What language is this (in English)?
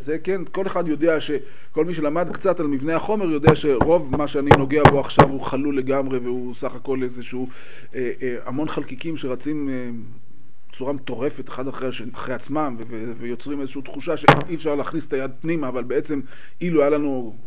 Hebrew